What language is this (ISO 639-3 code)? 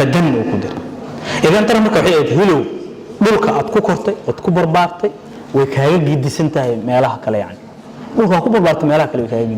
som